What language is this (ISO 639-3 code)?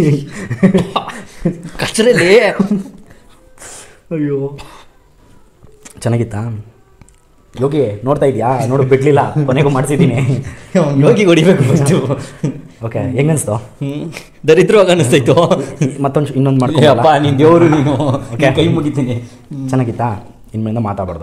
kan